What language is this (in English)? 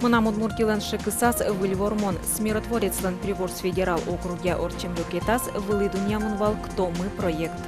Udmurt